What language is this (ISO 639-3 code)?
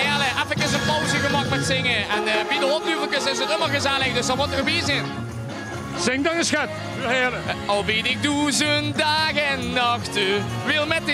lim